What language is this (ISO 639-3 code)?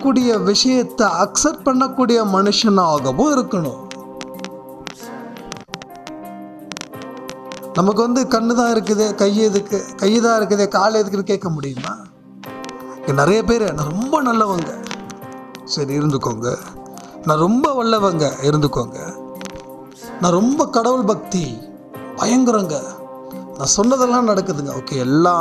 tam